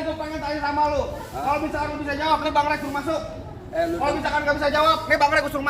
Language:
Betawi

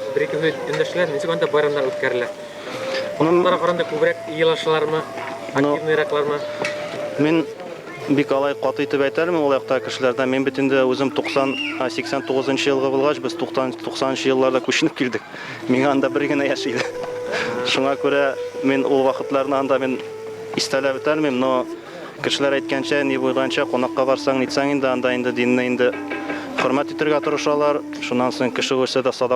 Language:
Bashkir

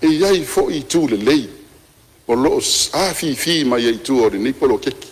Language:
Samoan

